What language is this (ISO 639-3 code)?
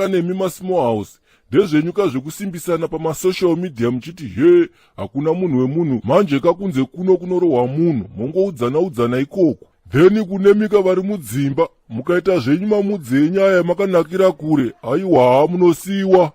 sna